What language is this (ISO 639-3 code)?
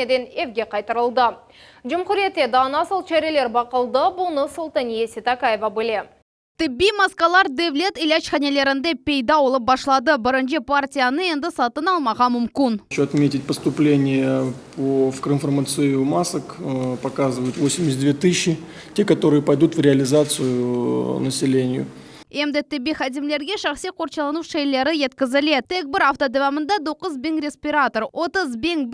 crh